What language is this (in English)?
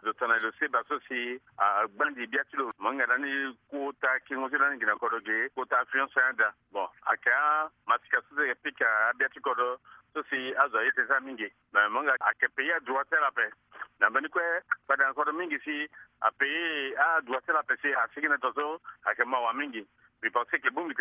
Sango